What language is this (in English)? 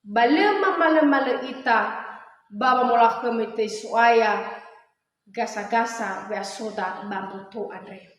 Nias